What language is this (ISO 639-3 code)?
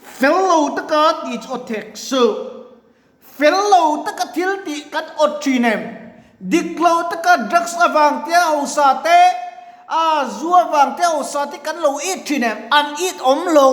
lus